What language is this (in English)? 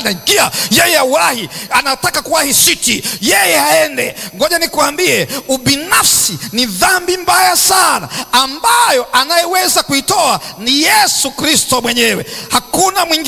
Swahili